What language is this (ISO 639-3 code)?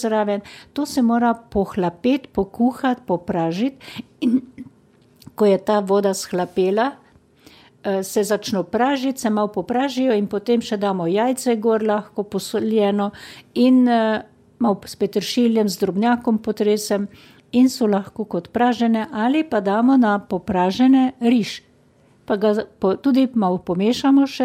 slv